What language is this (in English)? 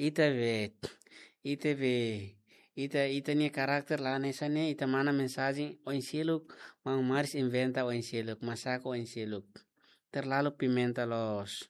Tetum